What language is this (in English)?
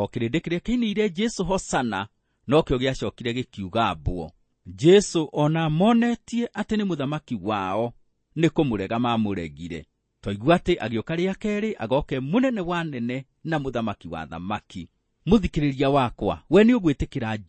Kikuyu